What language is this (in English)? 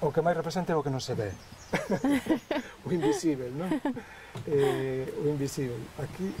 Galician